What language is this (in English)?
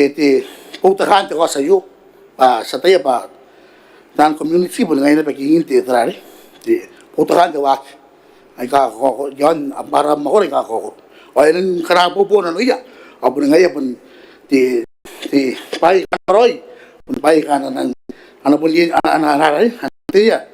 Gilbertese